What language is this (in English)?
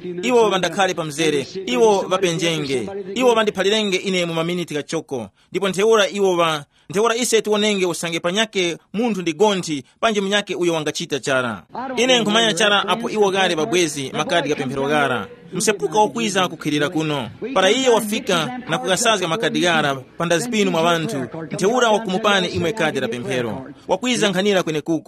Tumbuka